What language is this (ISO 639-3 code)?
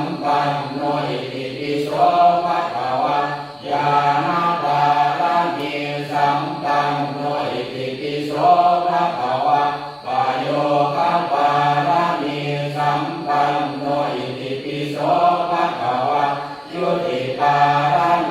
pli